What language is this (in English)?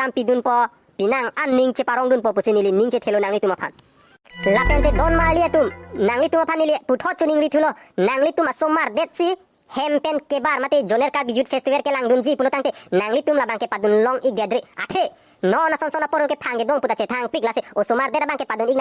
Karbi